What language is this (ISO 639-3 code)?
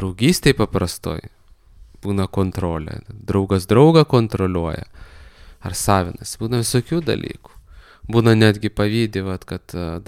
lit